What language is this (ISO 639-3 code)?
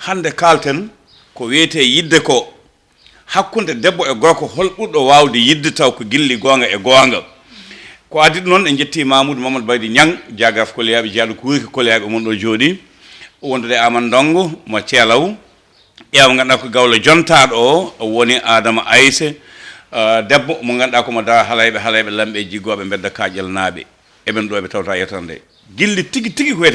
ful